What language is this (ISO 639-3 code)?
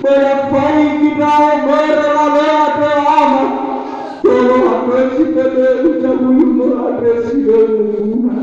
nia